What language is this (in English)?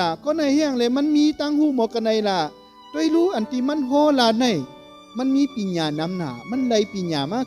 Shan